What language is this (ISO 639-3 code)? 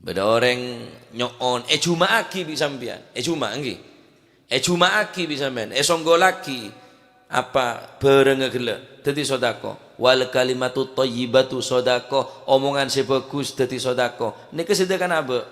mad